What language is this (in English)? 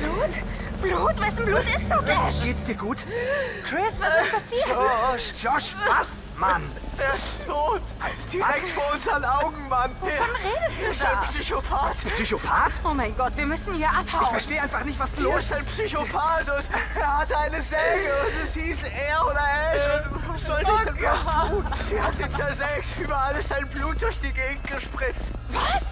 Swiss German